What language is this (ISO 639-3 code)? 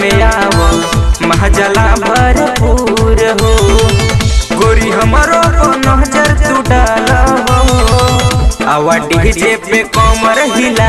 bho